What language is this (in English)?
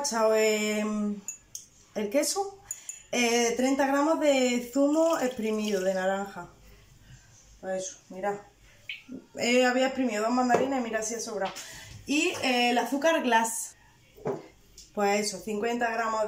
Spanish